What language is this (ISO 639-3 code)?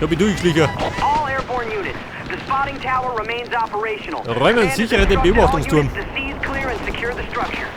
bar